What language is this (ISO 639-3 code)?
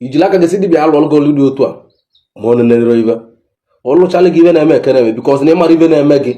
ibo